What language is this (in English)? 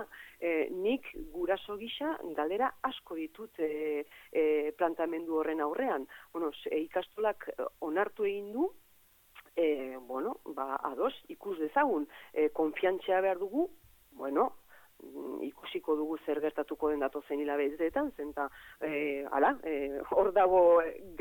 Basque